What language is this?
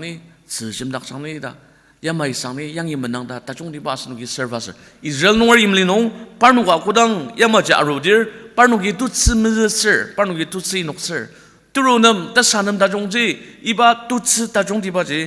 Ao Naga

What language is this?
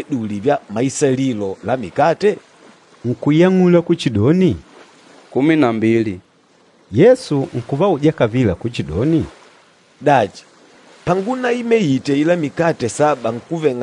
Makonde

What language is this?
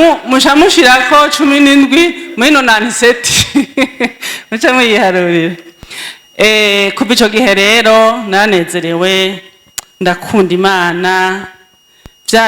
Rundi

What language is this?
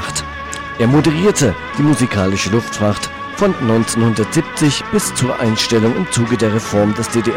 German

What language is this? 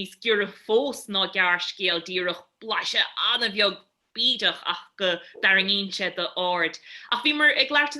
Irish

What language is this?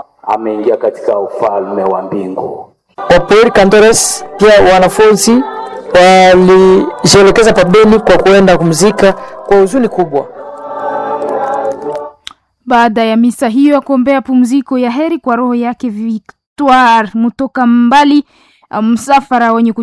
Swahili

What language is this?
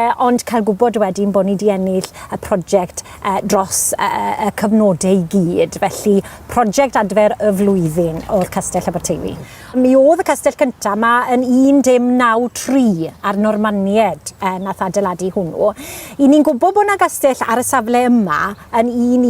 Welsh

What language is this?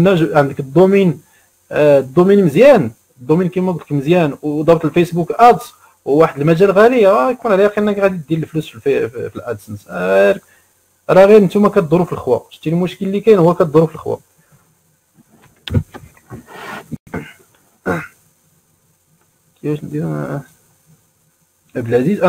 Moroccan Arabic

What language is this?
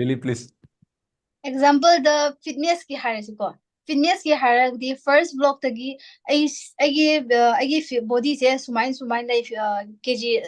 Manipuri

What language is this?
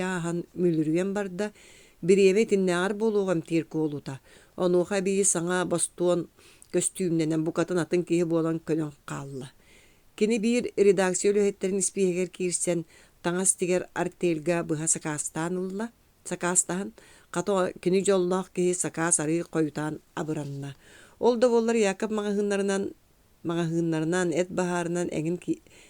Yakut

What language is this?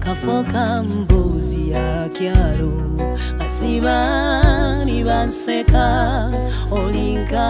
Nyoro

